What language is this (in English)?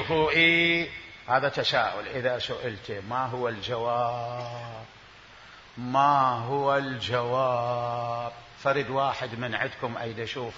Mesopotamian Arabic